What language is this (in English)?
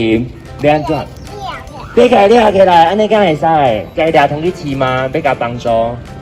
Min Nan Chinese